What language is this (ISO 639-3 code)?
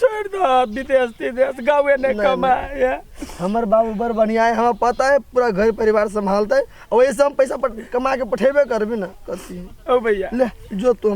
mai